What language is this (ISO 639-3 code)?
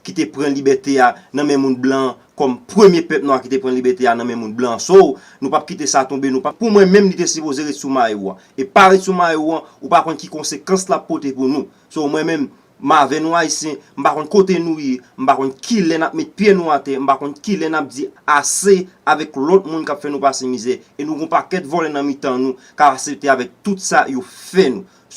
hat